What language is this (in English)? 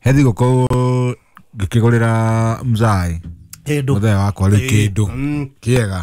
Kikuyu